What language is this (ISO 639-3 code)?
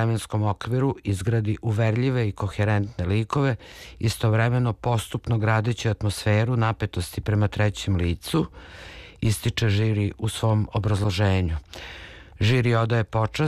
srp